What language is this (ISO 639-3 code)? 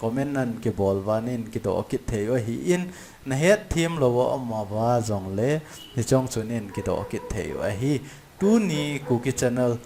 tcz